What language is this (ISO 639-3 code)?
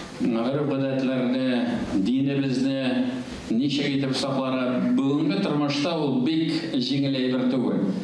tat